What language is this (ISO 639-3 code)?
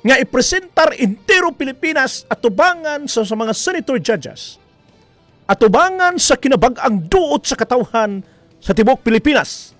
ceb